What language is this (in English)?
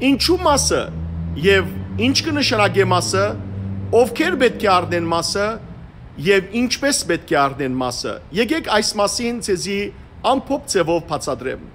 Western Armenian